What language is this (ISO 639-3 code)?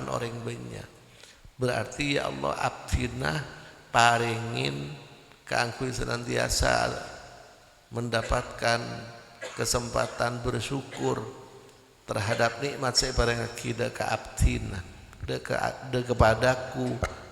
mad